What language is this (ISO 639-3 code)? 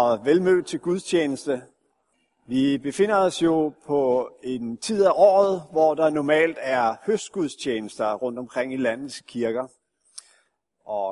dan